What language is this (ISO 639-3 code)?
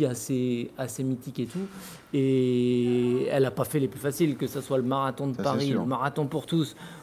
fra